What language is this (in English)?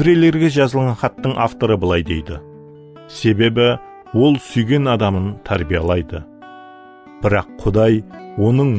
Kara-Kalpak